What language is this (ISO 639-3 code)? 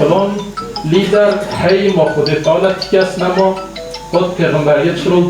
kur